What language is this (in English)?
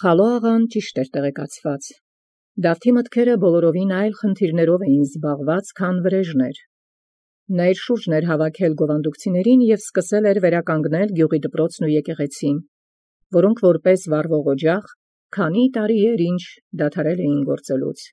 Armenian